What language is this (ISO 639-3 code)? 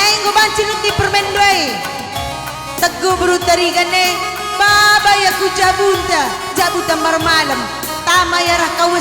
btx